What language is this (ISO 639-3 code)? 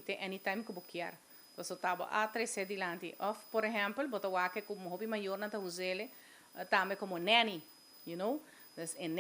pap